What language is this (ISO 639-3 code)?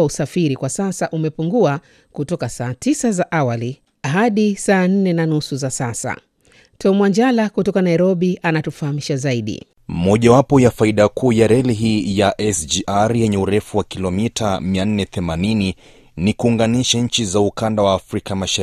swa